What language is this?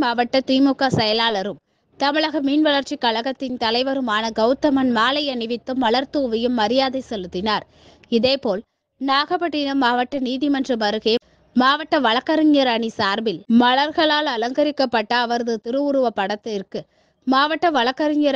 Tamil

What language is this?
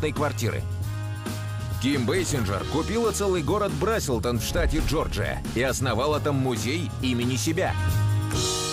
Russian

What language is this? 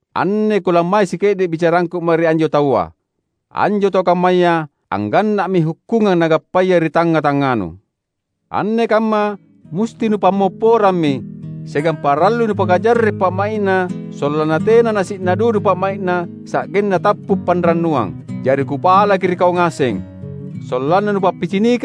Makasar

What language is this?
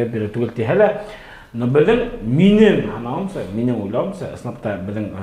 Bashkir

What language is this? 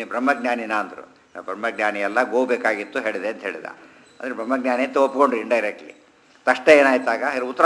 Kannada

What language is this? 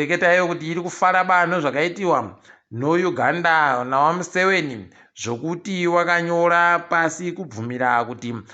Ndau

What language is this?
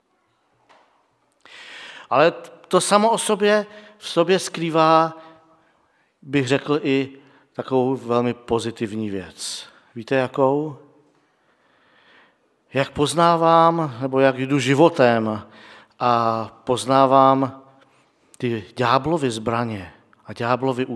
Czech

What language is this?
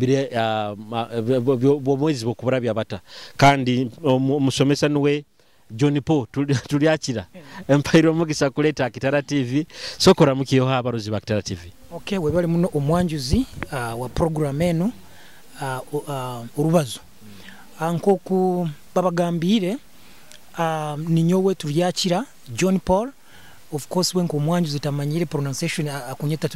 Nyoro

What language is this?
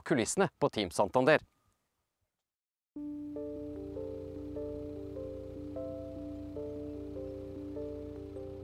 Norwegian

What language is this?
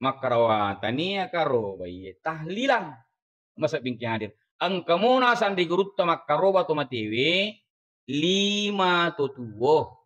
Buginese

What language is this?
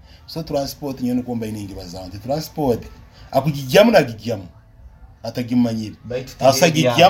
Nyankole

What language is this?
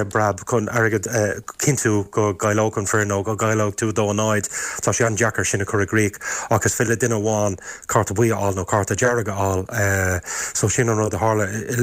Irish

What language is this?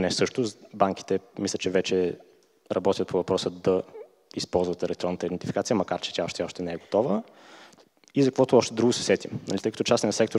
Bulgarian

